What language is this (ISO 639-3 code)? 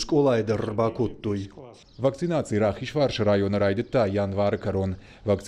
oss